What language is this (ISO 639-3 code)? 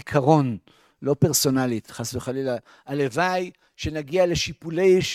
heb